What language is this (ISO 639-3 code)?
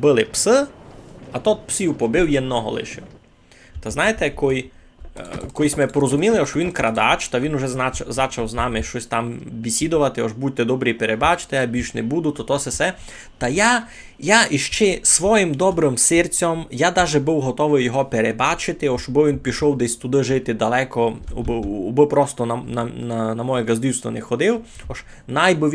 rue